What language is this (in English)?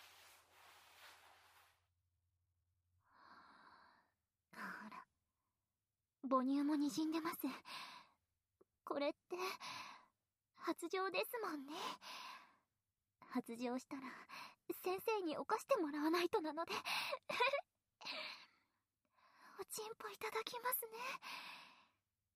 Japanese